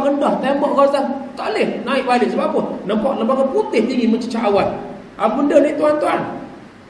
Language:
Malay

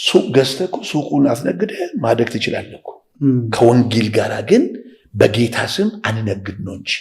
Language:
Amharic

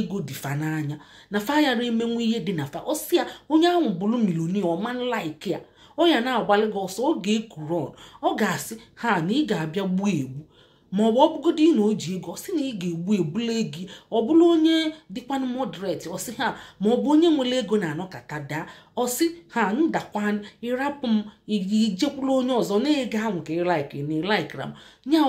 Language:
Igbo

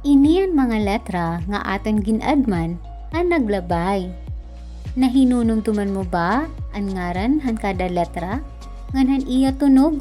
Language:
Waray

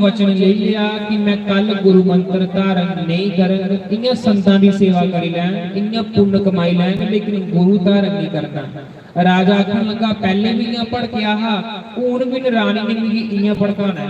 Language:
Dogri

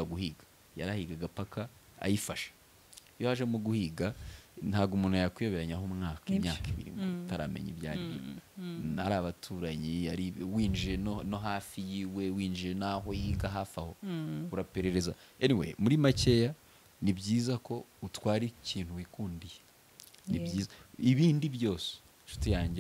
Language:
Kinyarwanda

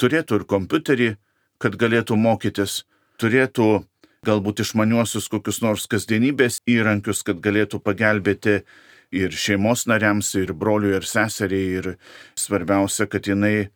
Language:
Lithuanian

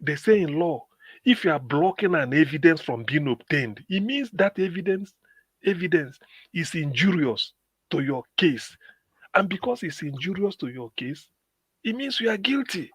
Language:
Nigerian Pidgin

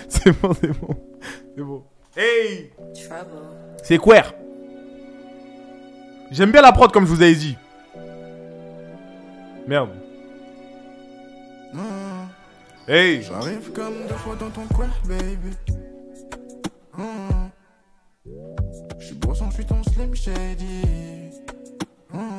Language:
French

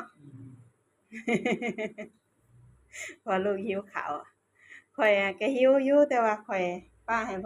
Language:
Lao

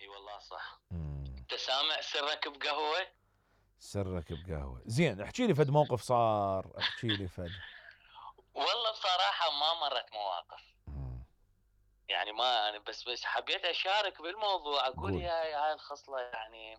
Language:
Mesopotamian Arabic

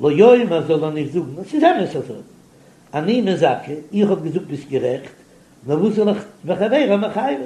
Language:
Yiddish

